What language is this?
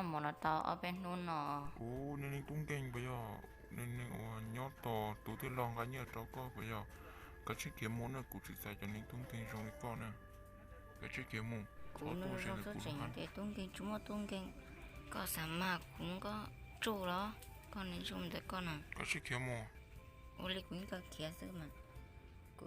Hmong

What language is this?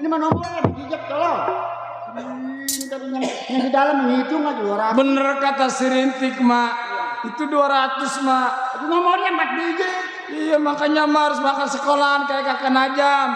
Betawi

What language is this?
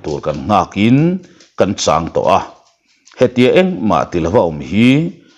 Mizo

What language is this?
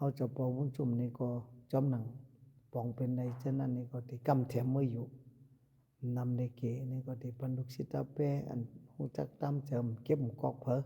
Shan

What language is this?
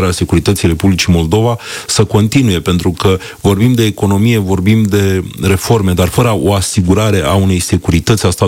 Romanian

